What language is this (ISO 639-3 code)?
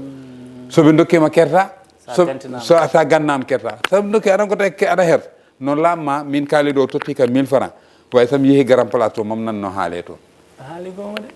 ful